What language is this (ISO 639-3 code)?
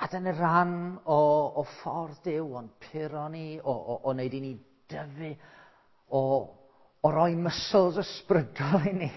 cym